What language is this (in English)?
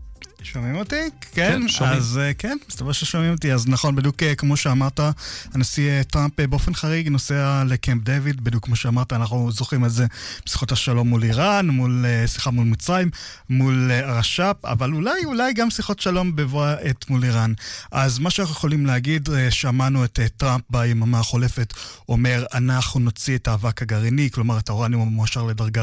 Hebrew